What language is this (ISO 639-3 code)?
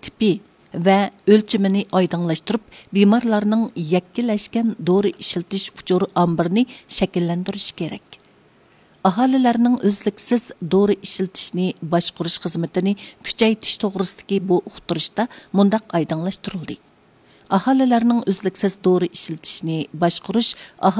uig